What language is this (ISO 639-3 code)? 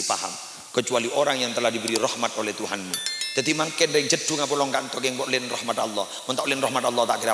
mad